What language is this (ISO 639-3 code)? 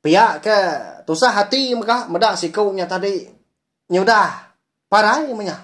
iba